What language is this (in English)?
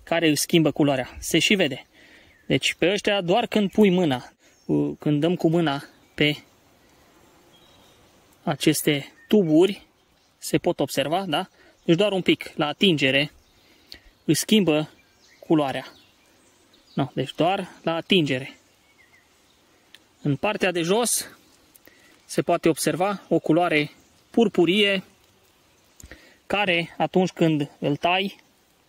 Romanian